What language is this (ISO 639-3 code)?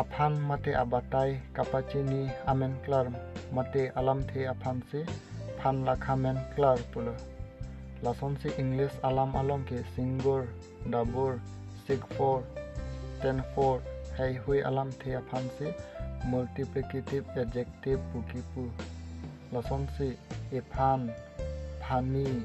mjw